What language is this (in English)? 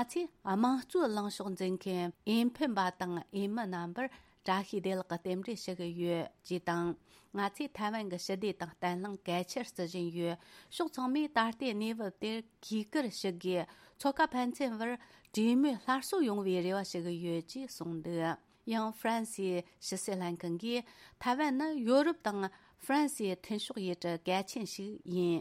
Tibetan